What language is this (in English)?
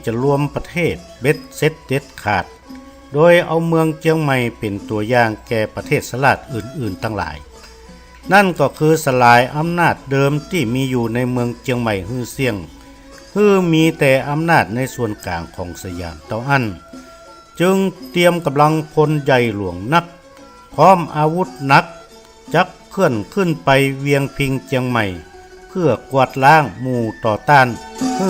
Northern Thai